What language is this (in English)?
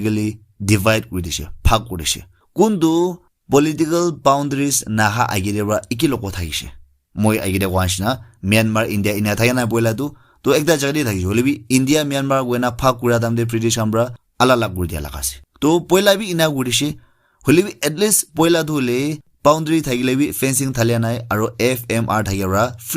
Naga Pidgin